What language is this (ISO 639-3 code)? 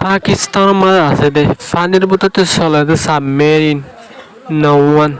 rhg